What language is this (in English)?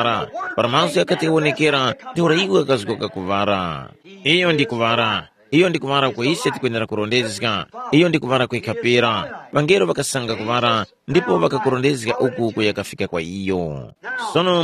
Tumbuka